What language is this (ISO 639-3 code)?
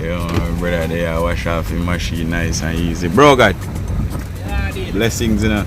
jam